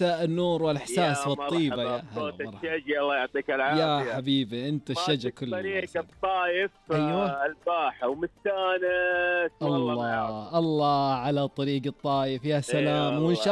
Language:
Najdi Arabic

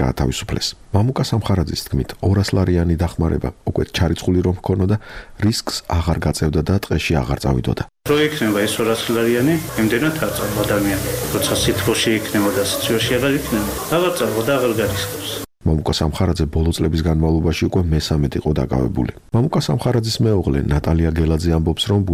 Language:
Georgian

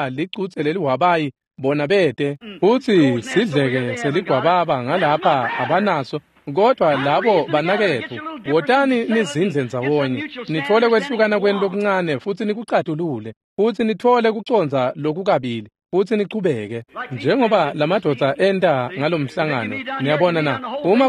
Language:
Swati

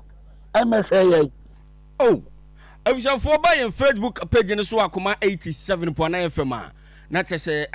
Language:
Akan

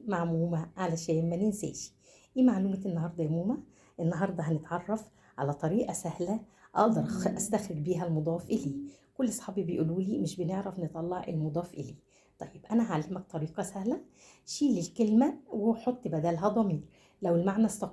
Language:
Egyptian Arabic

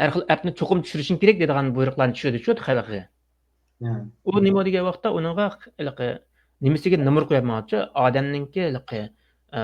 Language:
Uyghur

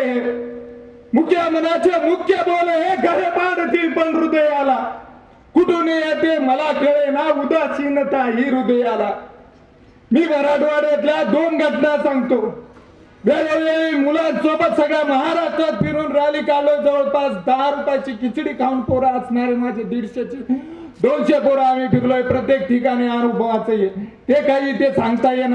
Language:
Marathi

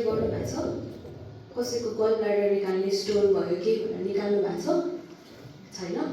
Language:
Nepali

